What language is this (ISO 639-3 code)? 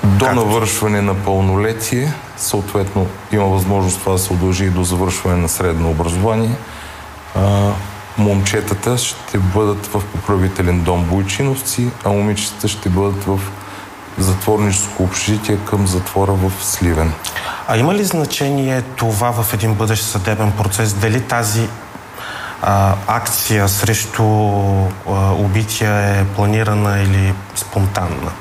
bul